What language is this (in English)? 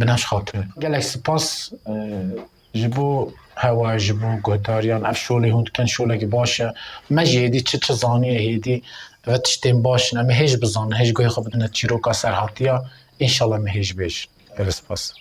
Kurdish